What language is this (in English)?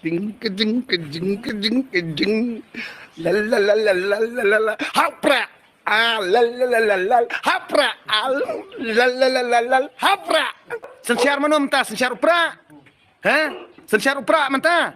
Khasi